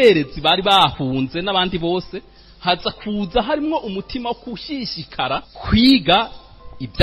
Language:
Rundi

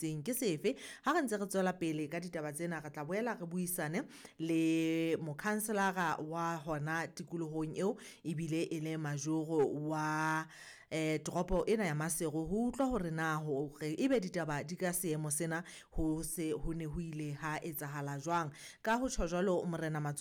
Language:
Southern Sotho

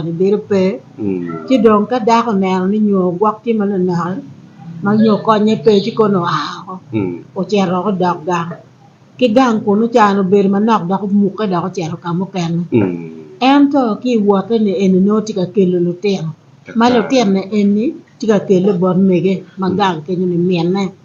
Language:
Acoli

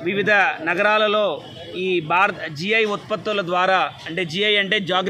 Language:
Telugu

